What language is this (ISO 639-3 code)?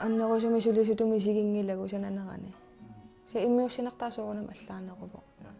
kal